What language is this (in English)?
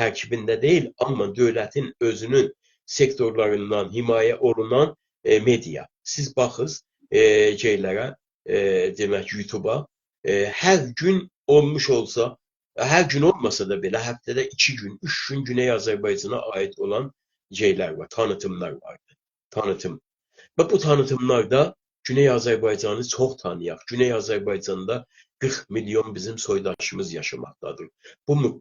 South Azerbaijani